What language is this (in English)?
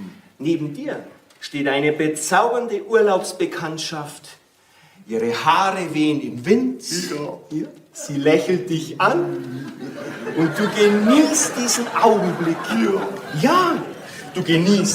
Bavarian